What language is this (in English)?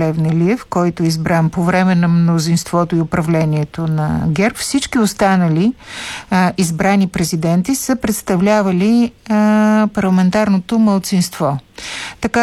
Bulgarian